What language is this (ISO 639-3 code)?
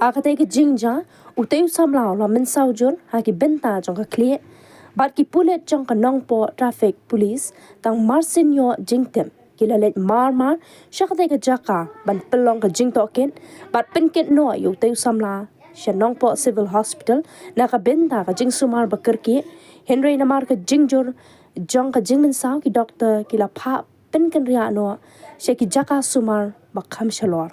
kha